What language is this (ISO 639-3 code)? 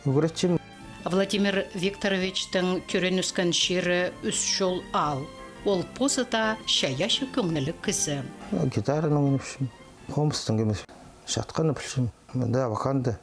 kjh